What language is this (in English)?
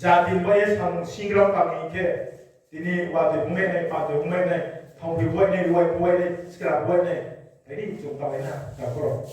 Riang (India)